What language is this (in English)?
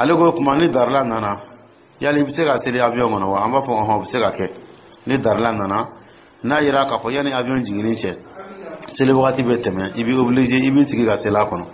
Dyula